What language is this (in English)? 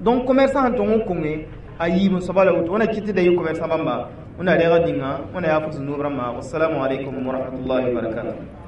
Mossi